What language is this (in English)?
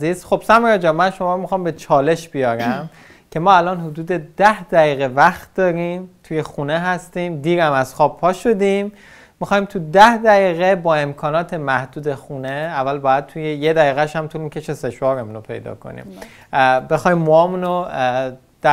Persian